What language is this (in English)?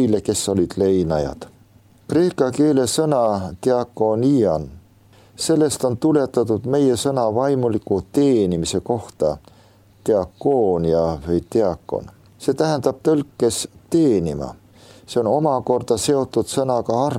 Estonian